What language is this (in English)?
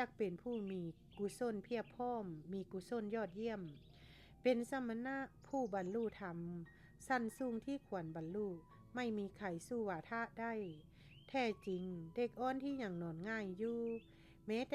Lao